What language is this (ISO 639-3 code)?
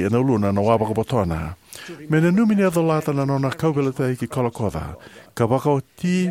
fij